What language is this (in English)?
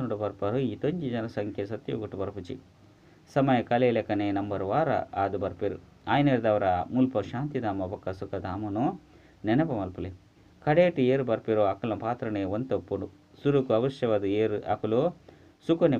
Tulu